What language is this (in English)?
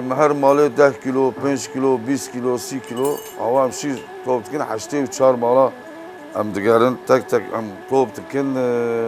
Kurdish